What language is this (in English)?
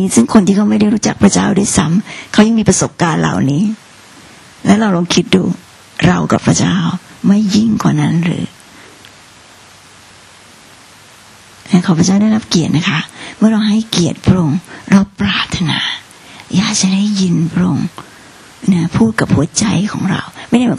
Thai